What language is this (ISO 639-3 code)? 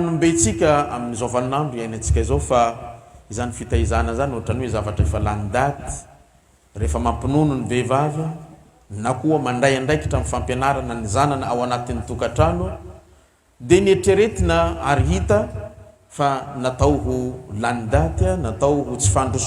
mlg